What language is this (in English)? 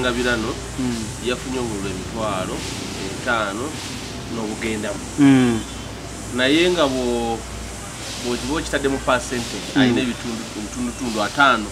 Ganda